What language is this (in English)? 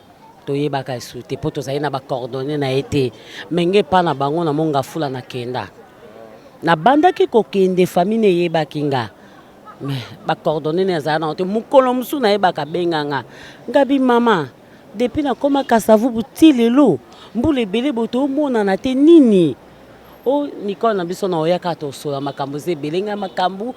Lingala